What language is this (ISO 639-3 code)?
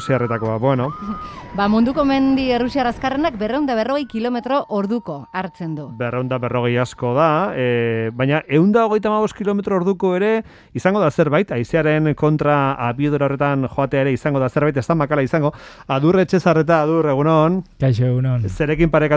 eus